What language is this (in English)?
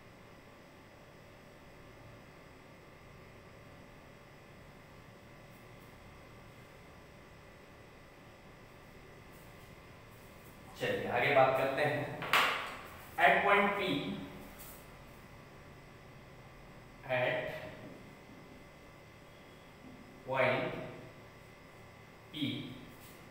Hindi